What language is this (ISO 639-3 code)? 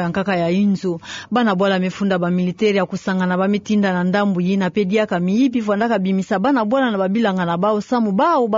ktu